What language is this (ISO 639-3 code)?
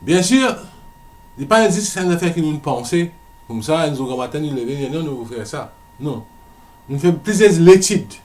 mfe